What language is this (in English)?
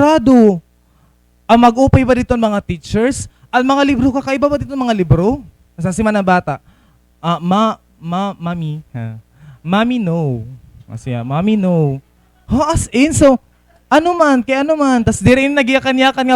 Waray